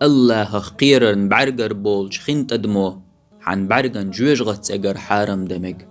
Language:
Chechen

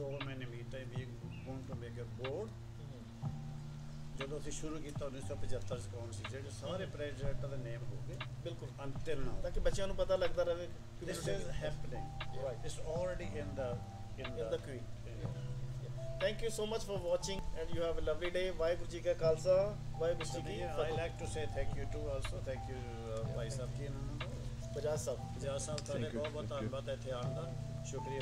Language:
Punjabi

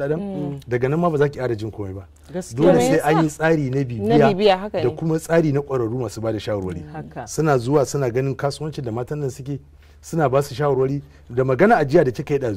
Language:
Hausa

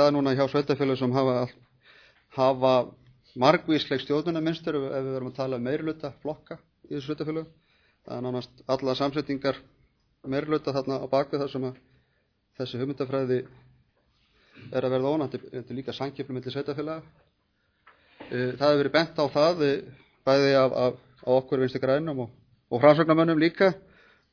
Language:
Icelandic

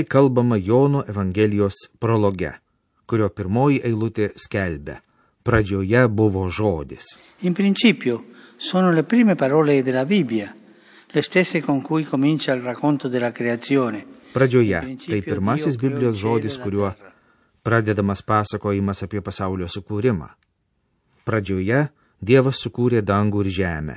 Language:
Lithuanian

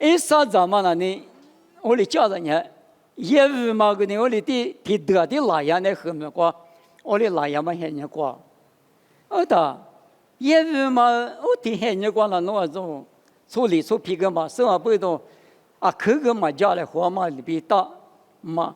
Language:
Lisu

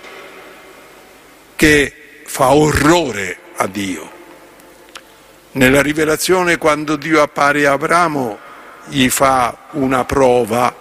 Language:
Italian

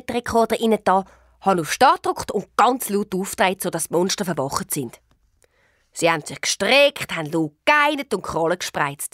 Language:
Swiss German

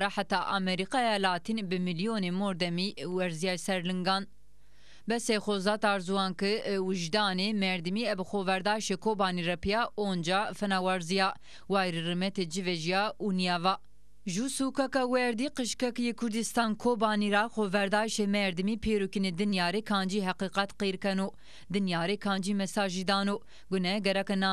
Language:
Zaza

